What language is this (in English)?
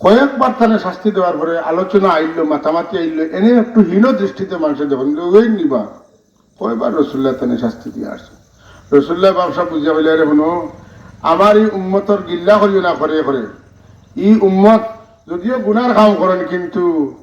Sylheti